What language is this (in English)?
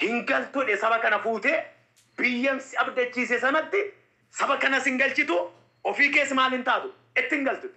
Oromo